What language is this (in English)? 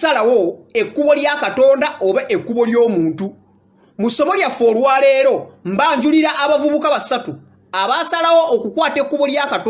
Ganda